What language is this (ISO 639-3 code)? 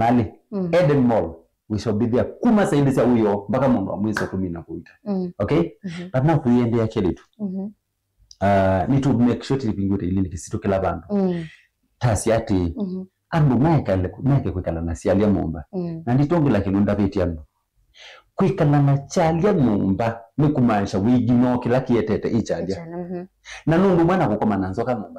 kam